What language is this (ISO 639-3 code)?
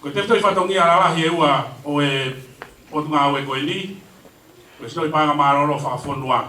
ton